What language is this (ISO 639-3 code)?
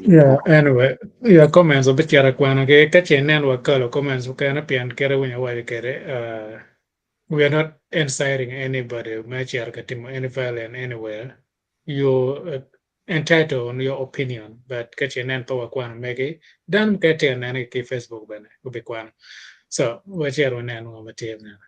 ach